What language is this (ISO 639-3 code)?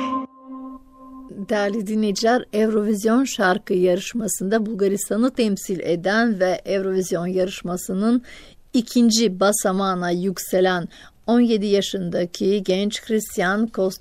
tur